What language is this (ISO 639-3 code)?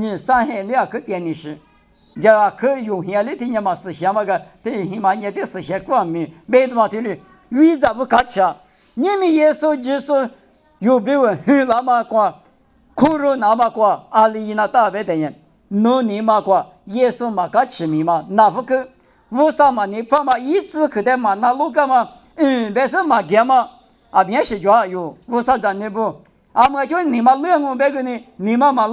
lis